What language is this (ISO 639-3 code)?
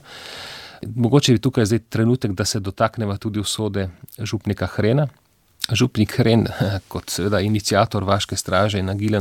slv